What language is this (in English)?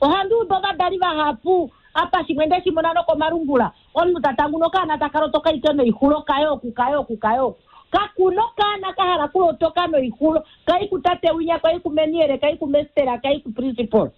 Kuanyama